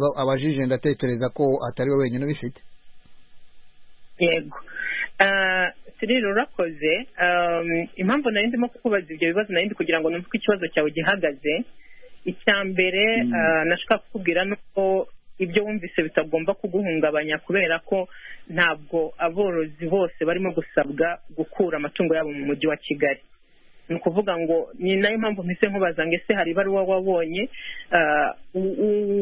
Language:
Kinyarwanda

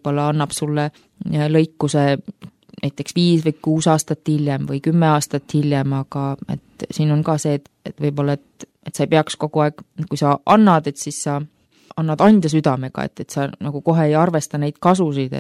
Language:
Estonian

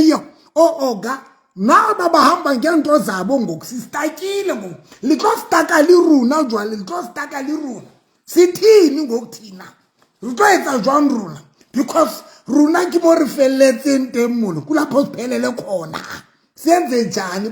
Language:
Southern Sotho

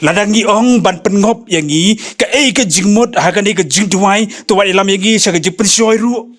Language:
Khasi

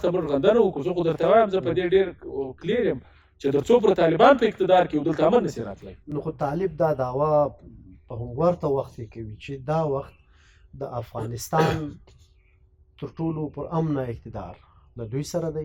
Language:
Pashto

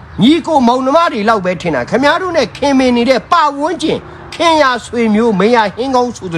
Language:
Burmese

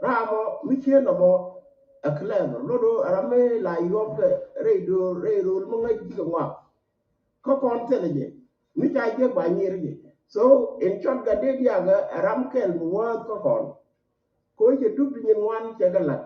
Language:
Nuer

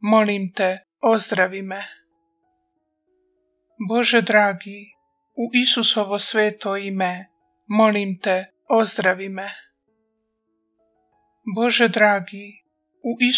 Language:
Croatian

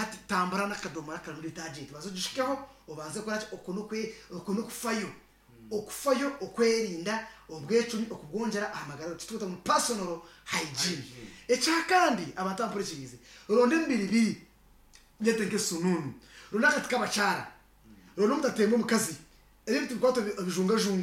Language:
Nyankole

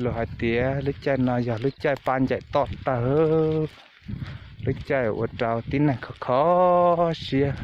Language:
Hmong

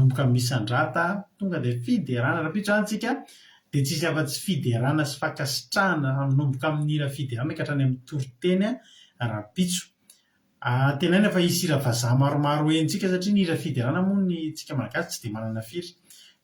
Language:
Malagasy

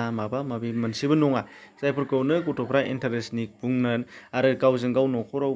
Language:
Bodo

